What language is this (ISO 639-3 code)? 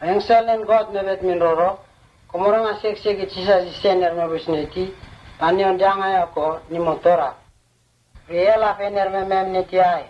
msn